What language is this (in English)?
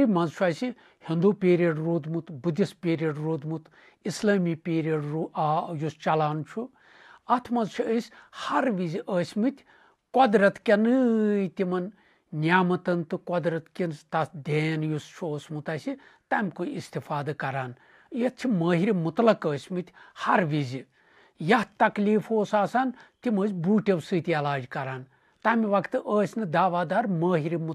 Kashmiri